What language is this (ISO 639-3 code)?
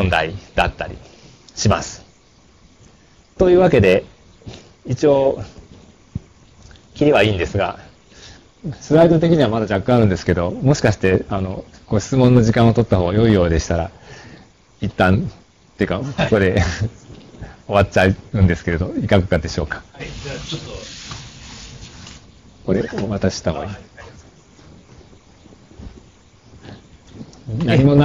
jpn